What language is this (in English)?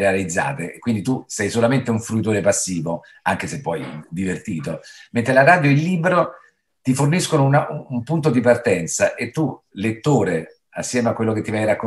Italian